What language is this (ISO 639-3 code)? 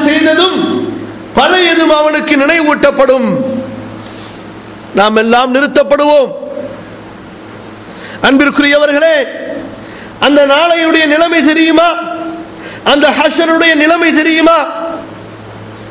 tam